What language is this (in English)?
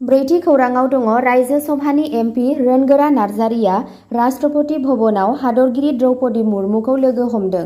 Bodo